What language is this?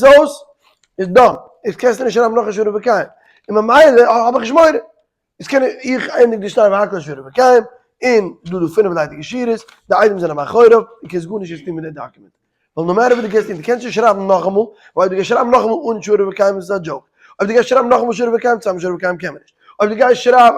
Yiddish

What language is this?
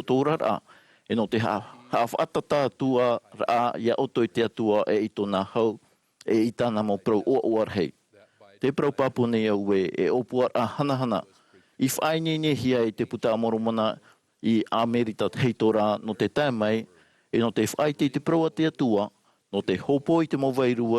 Tahitian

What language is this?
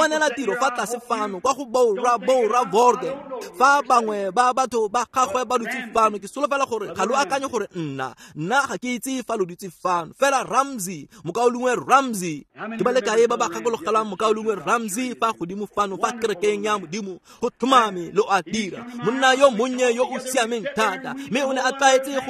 Tswana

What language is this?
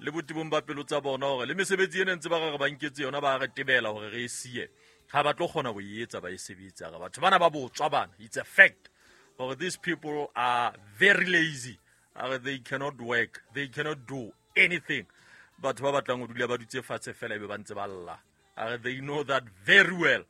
Southern Sotho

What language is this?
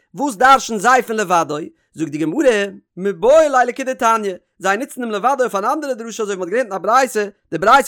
Yiddish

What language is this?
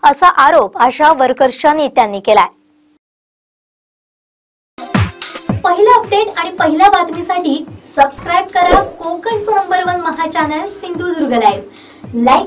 Marathi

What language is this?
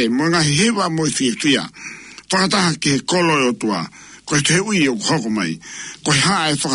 Tongan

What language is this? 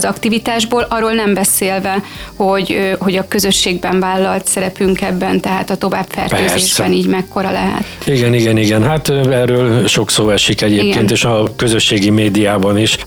Hungarian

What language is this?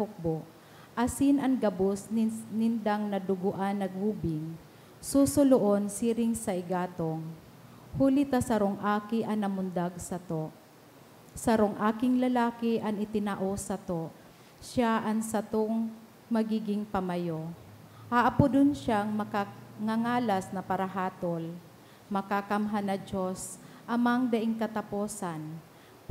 Bikol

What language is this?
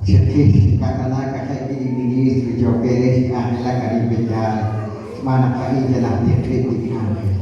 Kekchí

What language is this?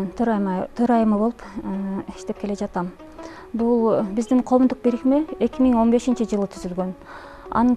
Kyrgyz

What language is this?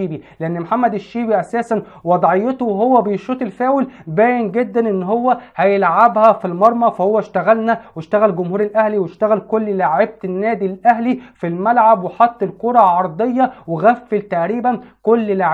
Egyptian Arabic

